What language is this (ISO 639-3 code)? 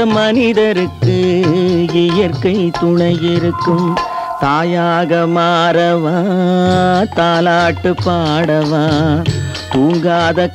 tam